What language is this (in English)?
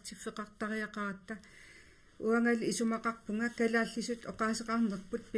Kalaallisut